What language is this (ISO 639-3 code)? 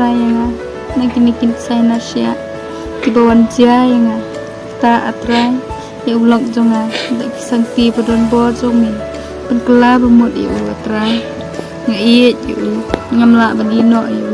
kha